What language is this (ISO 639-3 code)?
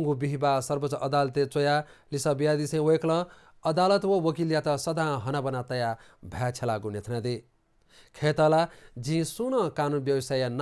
new